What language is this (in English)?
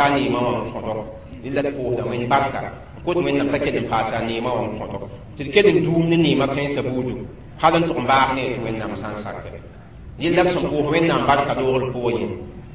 Mossi